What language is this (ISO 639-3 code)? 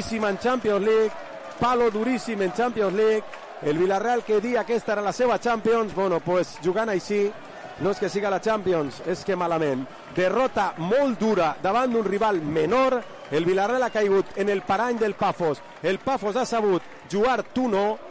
cat